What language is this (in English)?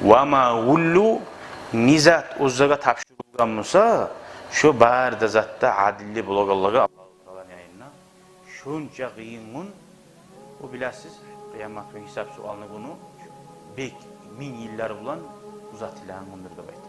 Kumyk